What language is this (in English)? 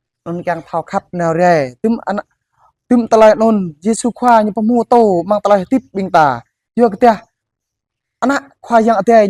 Jarai